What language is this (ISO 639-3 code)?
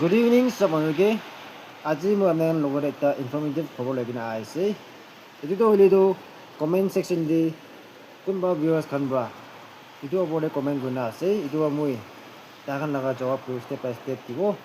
nag